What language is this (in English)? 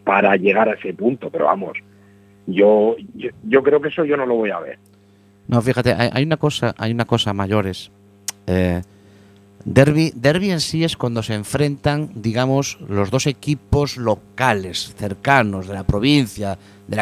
Spanish